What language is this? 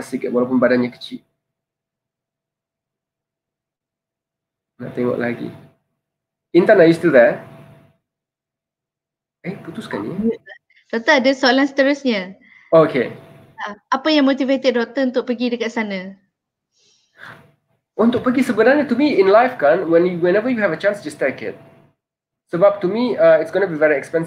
Malay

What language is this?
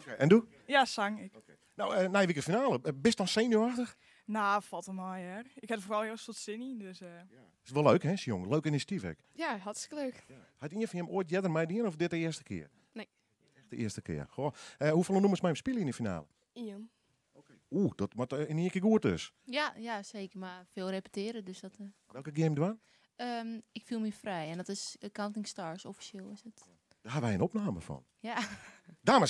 Western Frisian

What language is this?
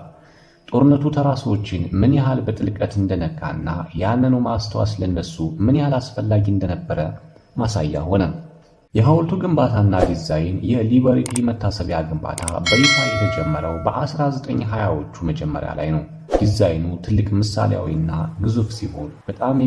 Amharic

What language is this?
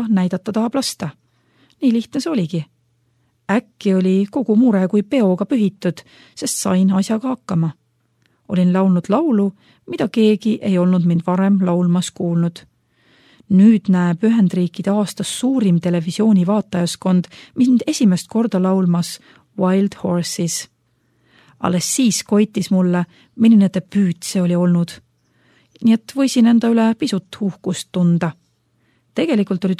Estonian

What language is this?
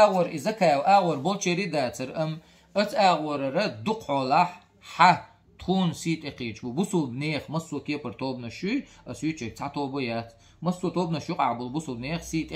Chechen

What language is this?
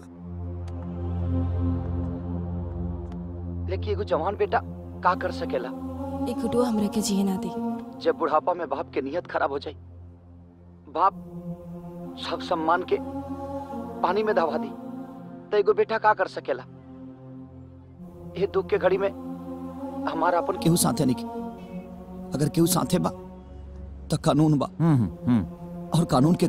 Bhojpuri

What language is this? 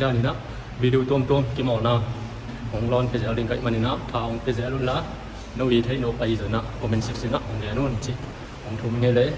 Tedim Chin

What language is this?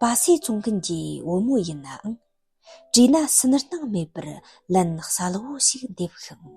Tibetan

